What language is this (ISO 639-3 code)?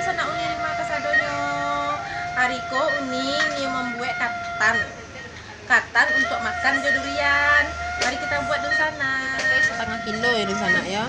min